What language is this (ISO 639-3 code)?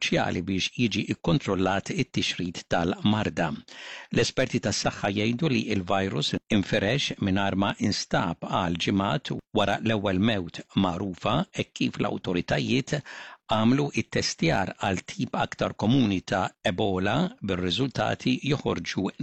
mlt